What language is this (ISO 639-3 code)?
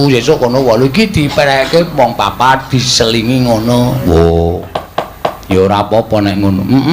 jav